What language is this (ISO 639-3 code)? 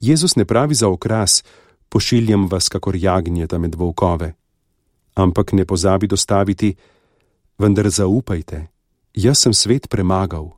slv